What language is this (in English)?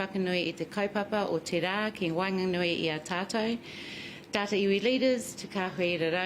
Māori